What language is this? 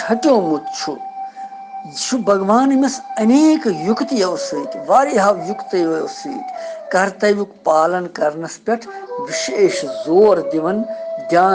Kashmiri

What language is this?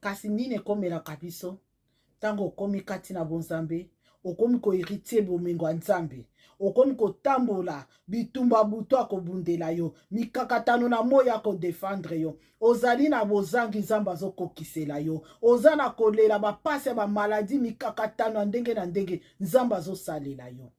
Lingala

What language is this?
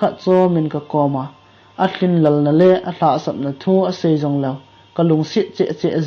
Thado Chin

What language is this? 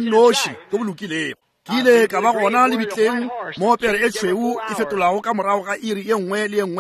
Northern Sotho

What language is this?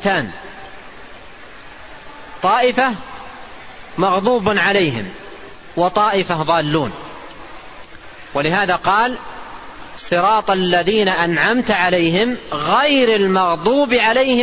Arabic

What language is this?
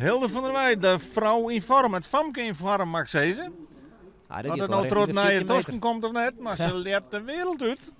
Western Frisian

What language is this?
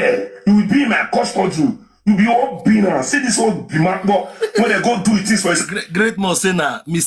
Nigerian Pidgin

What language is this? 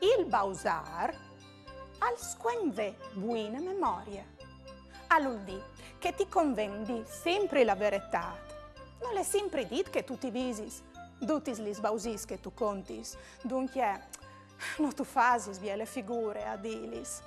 Friulian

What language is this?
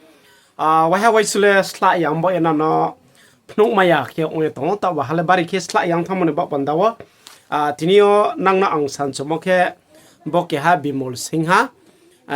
Riang (India)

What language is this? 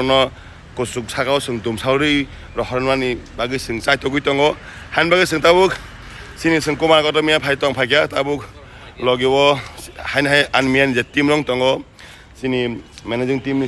Kok Borok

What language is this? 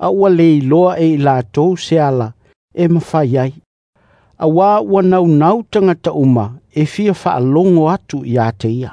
Samoan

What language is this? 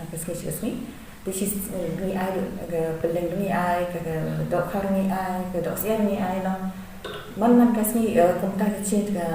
Khasi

